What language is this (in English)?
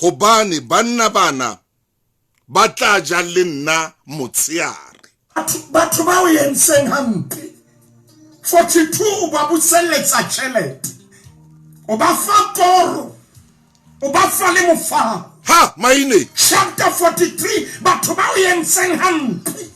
Southern Sotho